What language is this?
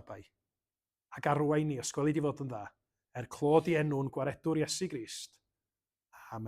Welsh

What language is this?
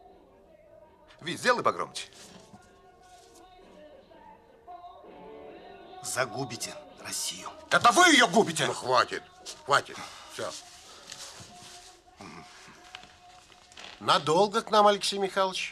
Russian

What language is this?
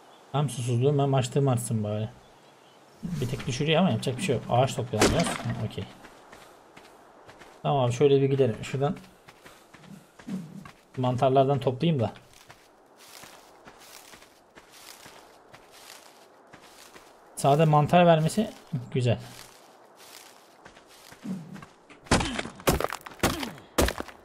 Turkish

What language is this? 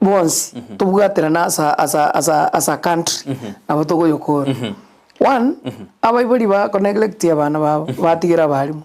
Gusii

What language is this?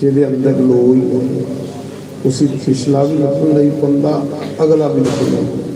Dogri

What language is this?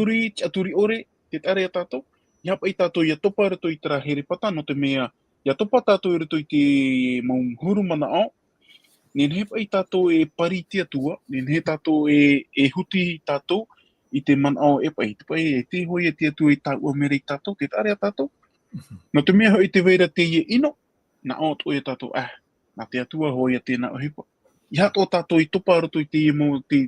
Tahitian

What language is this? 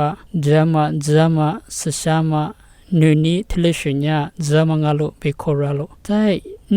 Lisu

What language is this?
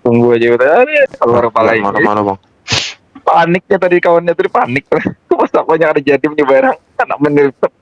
Banjar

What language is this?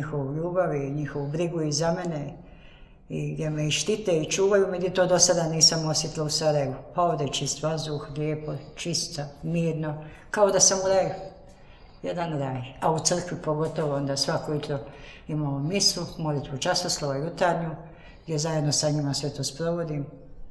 Bosnian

